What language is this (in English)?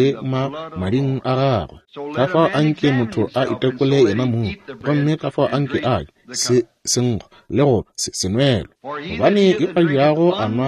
Northern Sotho